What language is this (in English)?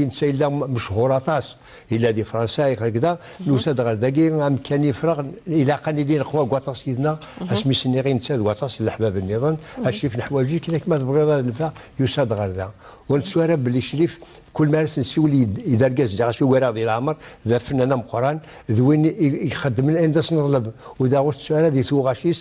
Kabyle